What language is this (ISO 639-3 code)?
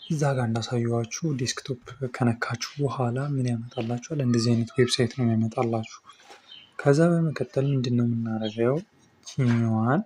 amh